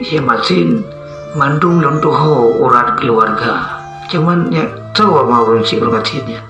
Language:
Achinese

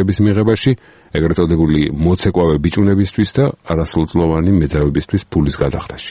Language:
Georgian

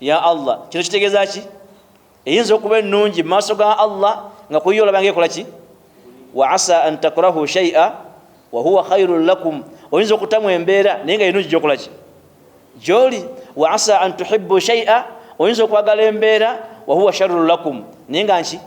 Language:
Ganda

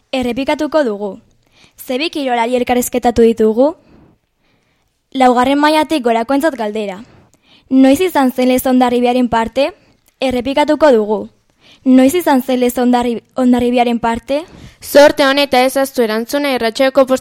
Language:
Basque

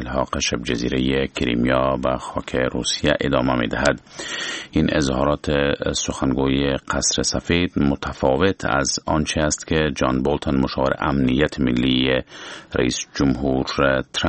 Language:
Persian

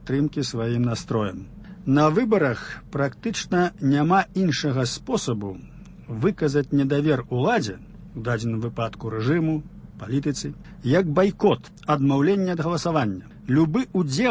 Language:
Belarusian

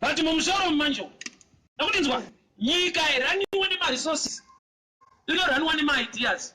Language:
Shona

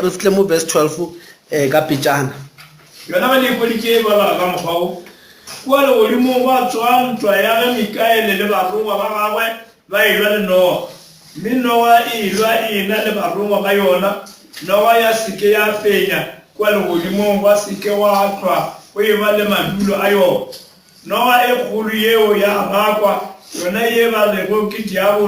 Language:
Northern Sotho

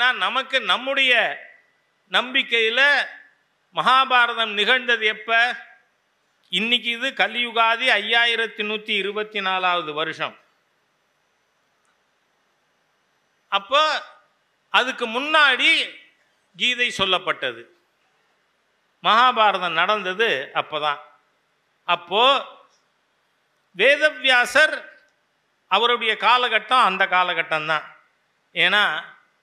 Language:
Tamil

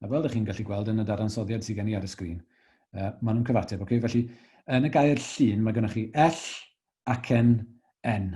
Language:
Welsh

